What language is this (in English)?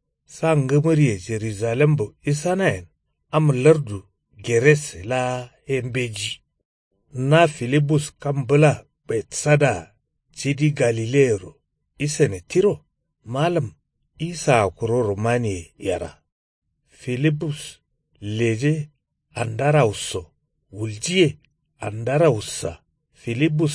Kanuri